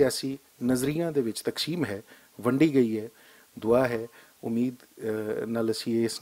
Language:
Western Panjabi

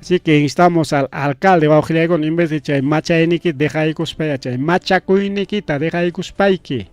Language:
Ayacucho Quechua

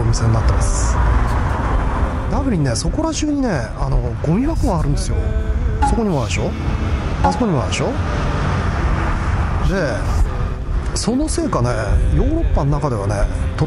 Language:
Japanese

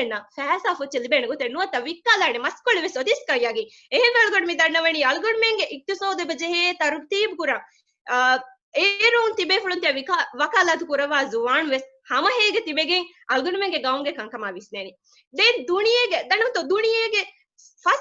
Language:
Divehi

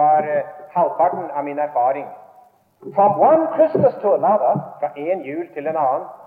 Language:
Norwegian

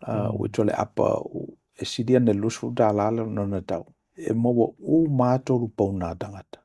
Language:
Samoan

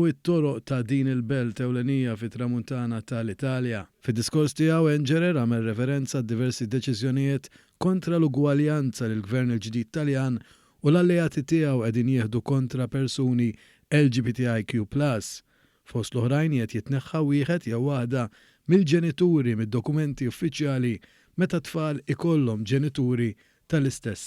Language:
Maltese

